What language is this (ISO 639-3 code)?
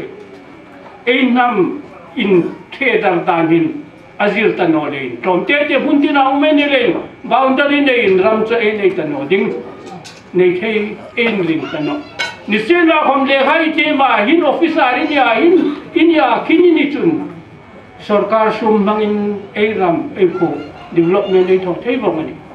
hmr